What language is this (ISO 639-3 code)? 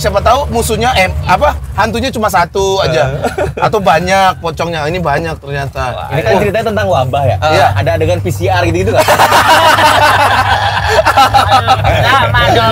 ind